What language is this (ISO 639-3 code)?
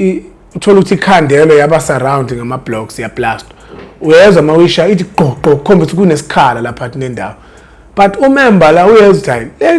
zul